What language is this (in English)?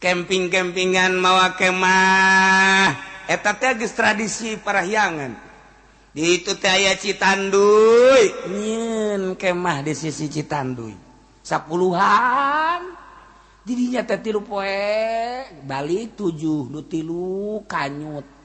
Sundanese